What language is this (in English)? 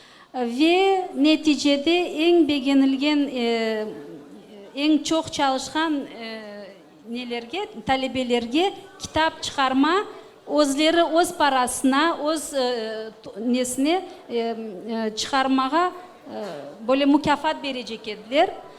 Crimean Tatar